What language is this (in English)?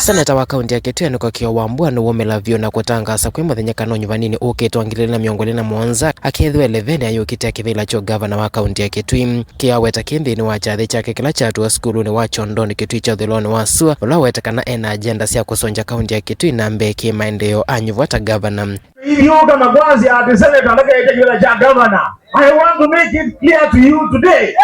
Kamba